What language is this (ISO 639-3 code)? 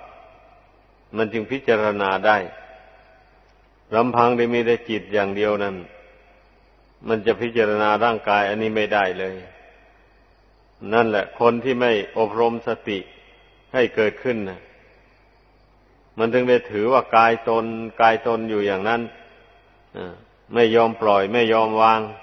tha